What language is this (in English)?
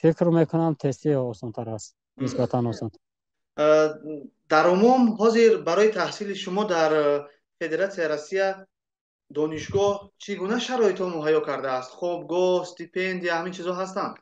Tajik